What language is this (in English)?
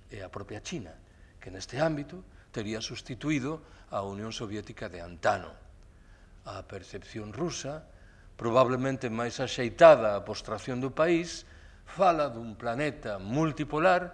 Galician